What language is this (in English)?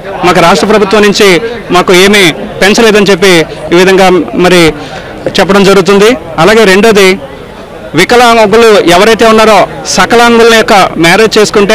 Telugu